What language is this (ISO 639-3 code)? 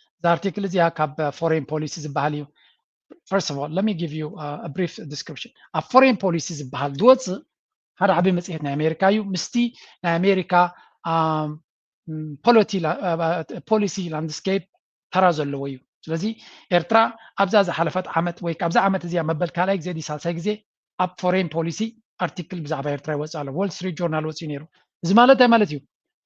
tir